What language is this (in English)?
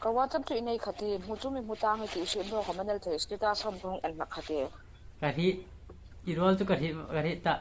Hmar